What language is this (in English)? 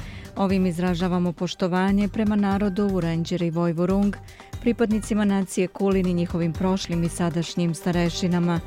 Serbian